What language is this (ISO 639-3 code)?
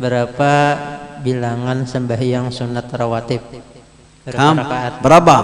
bjn